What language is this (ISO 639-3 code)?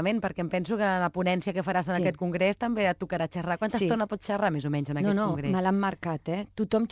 cat